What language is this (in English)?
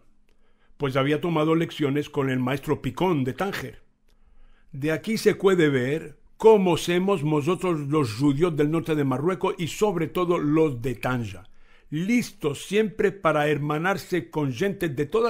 Ladino